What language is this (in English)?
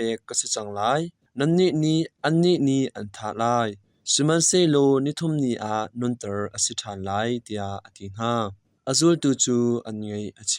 Hakha Chin